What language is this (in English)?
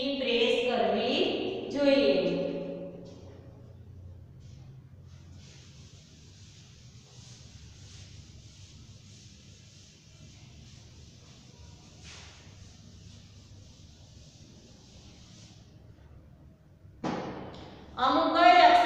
Gujarati